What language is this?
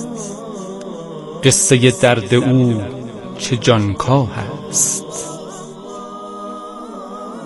Persian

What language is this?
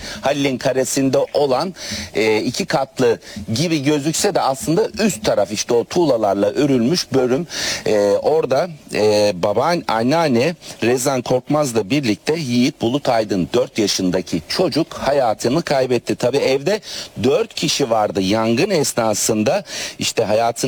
Turkish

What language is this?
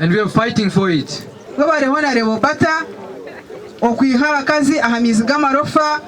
Nyankole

